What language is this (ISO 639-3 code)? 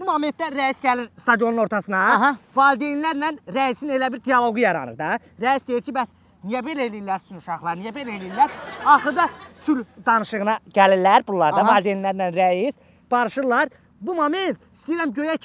aze